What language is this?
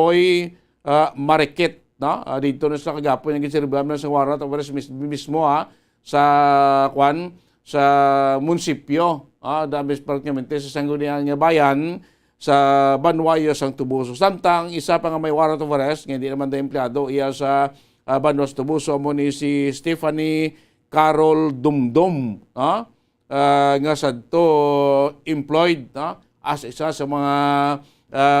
Hiligaynon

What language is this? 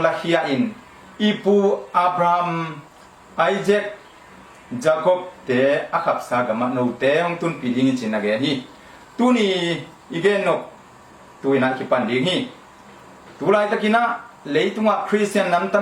Tedim Chin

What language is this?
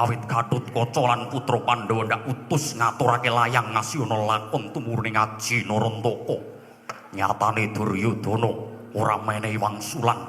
Javanese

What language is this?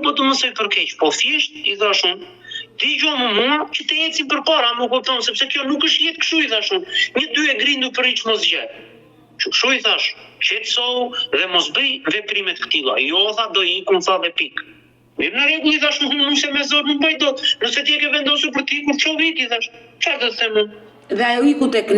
Albanian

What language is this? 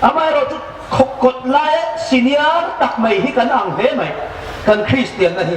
Hmar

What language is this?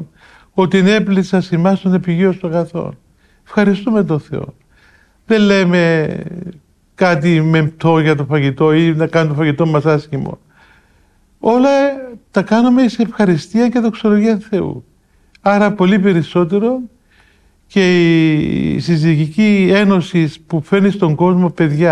Greek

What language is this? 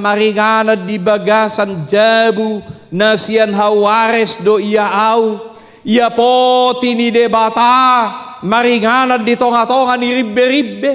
Batak Toba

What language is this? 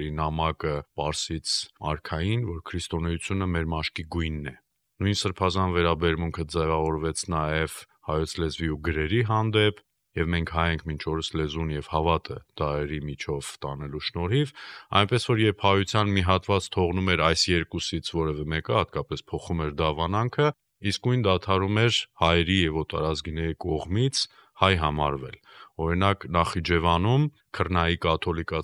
Armenian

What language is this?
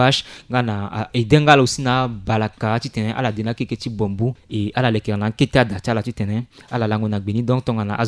Sango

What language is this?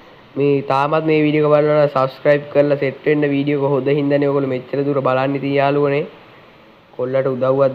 Sinhala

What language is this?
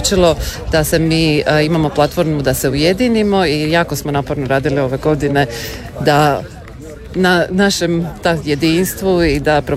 Croatian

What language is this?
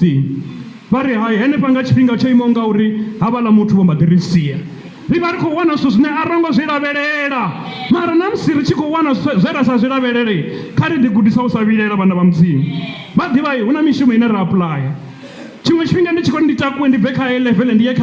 Venda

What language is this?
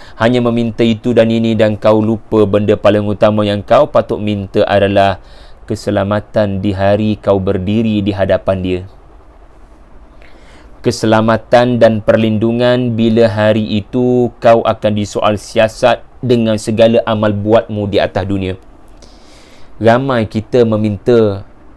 Malay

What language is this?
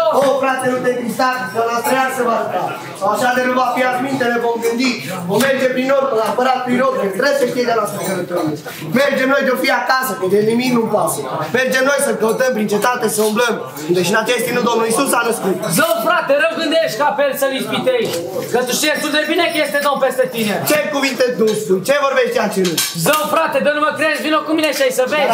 Romanian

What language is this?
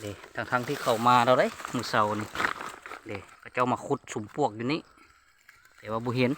Lao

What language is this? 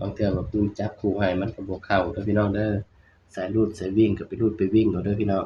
Northeastern Thai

